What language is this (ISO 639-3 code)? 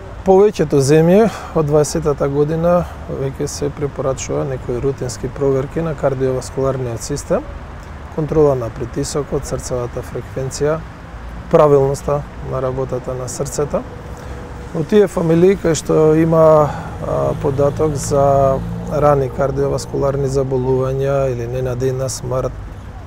mkd